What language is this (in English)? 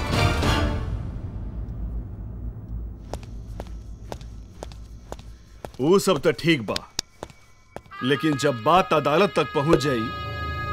Bhojpuri